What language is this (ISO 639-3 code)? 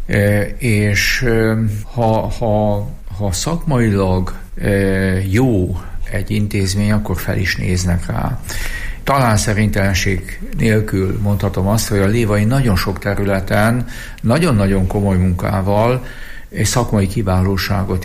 hun